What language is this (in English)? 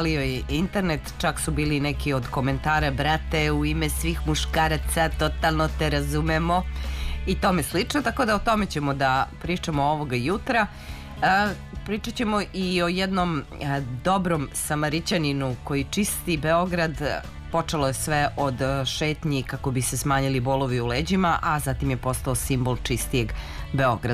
Serbian